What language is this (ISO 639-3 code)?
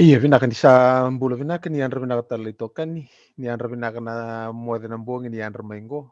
fij